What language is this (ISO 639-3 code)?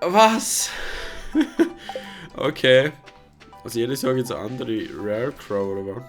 gsw